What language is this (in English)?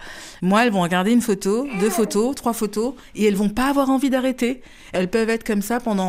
French